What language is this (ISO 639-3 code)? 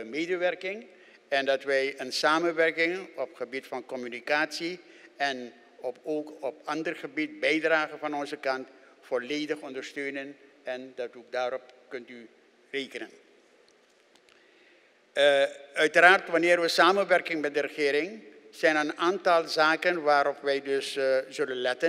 nld